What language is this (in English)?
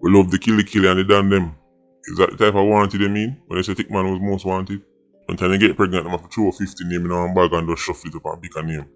Jamaican Creole English